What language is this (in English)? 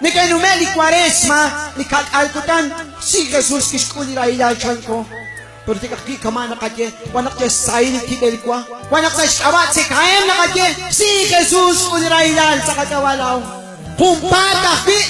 Kekchí